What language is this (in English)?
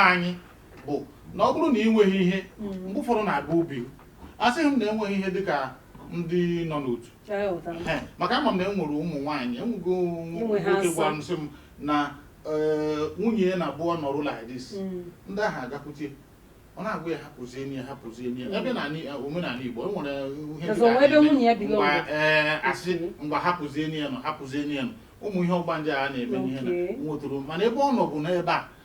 Igbo